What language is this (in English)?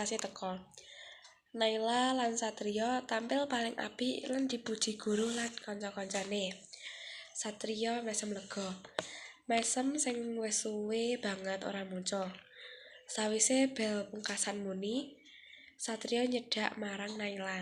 Javanese